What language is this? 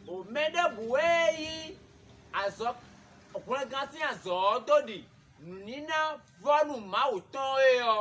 Fon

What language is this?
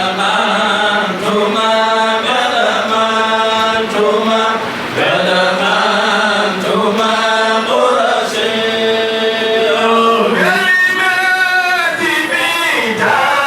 Fula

